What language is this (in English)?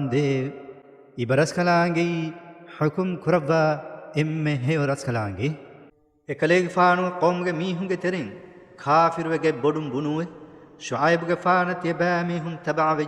Divehi